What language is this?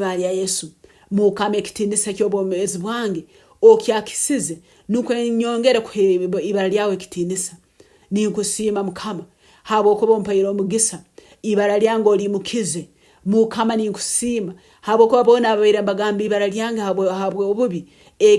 Nyoro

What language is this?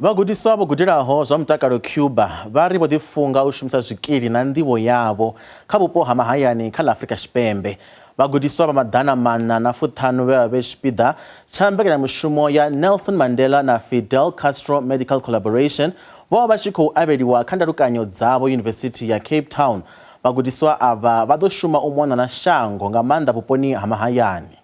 Venda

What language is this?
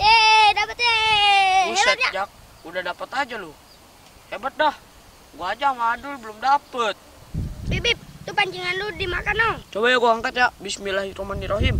Betawi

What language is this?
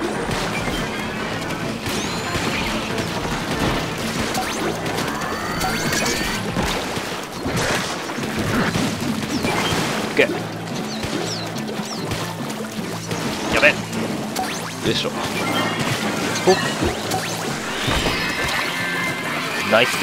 Japanese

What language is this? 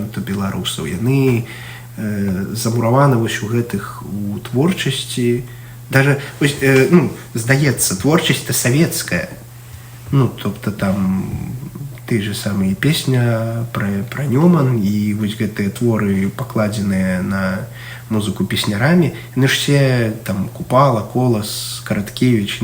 Belarusian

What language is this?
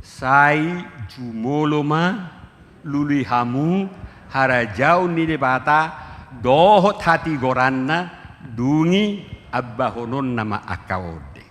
Batak Toba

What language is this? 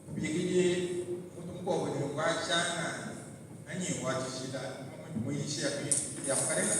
Luba-Lulua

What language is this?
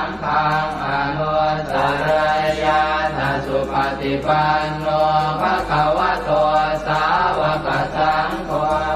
Pali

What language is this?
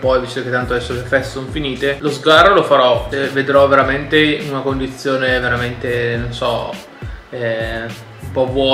Italian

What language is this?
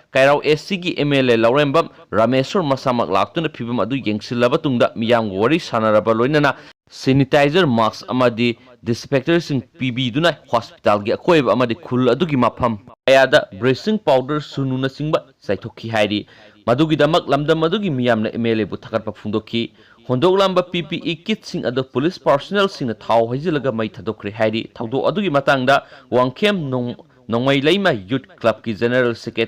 Manipuri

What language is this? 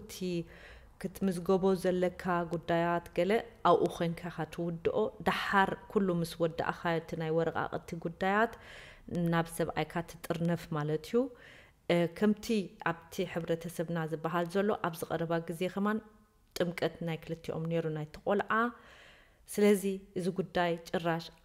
Tigrinya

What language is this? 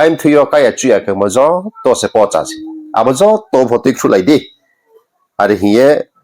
Riang (India)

